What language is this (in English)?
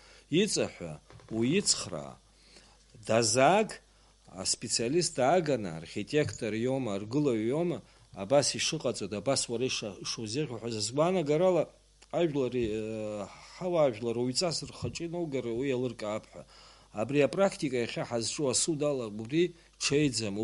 Abkhazian